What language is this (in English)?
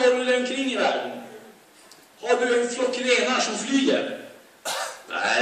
Swedish